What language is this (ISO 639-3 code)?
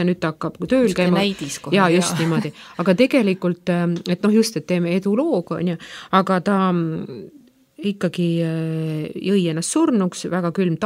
est